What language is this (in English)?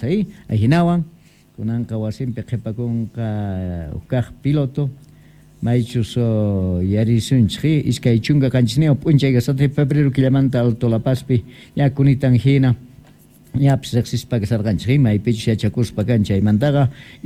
Quechua